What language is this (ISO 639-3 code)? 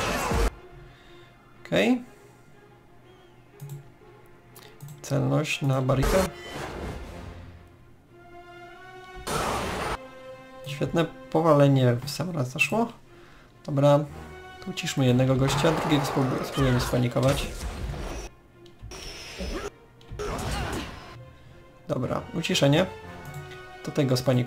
pol